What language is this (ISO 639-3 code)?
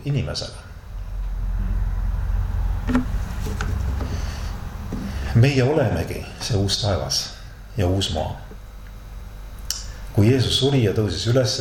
est